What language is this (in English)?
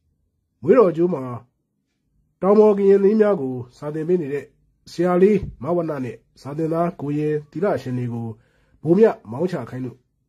Burmese